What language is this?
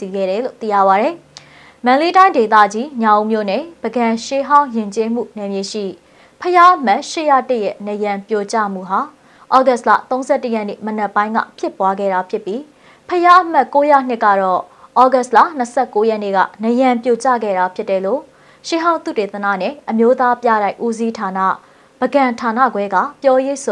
Burmese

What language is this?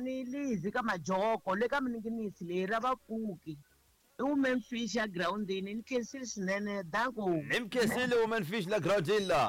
Tsonga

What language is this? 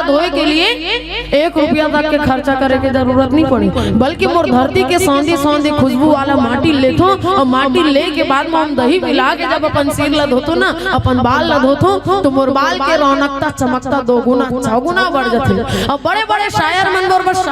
Chhattisgarhi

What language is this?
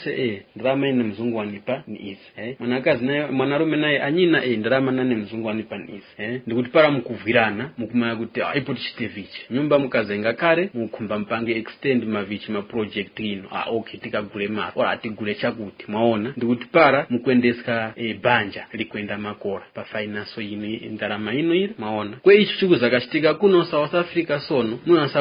Tumbuka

